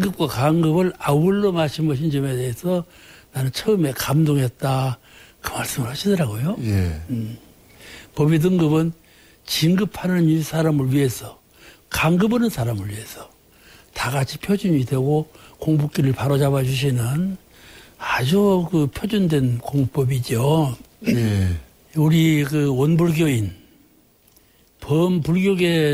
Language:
Korean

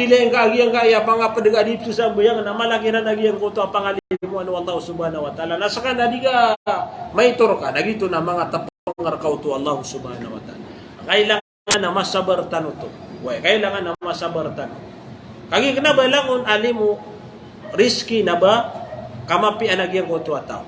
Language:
Maranao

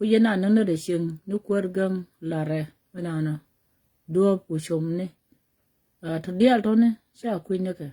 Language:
Nuer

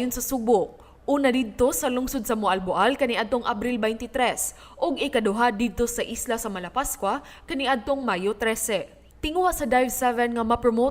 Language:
Cebuano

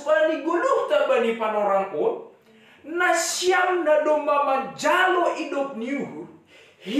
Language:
Batak Simalungun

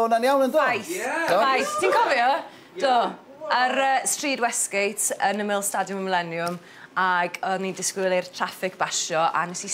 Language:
Welsh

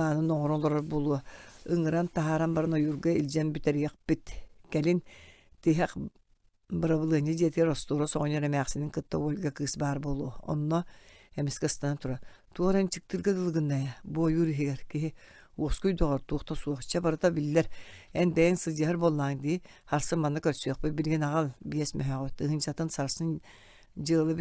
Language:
Yakut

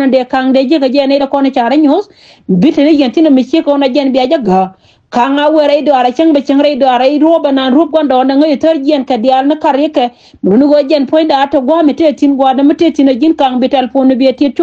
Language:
Nuer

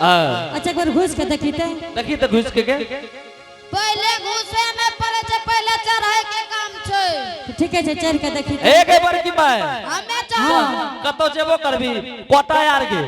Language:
Angika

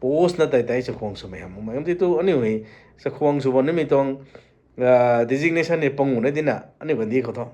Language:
Rongmei Naga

